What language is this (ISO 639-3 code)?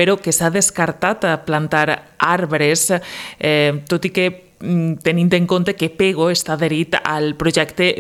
cat